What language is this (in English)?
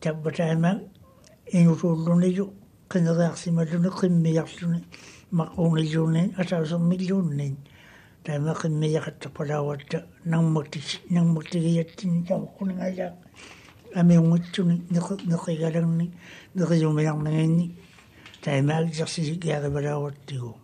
Māori